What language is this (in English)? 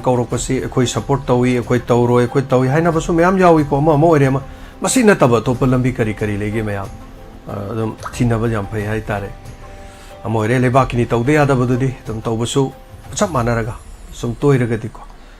Manipuri